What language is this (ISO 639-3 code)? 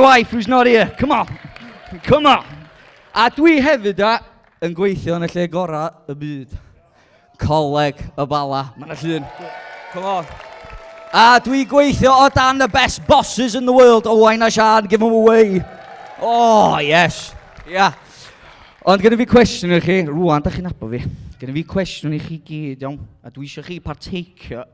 cym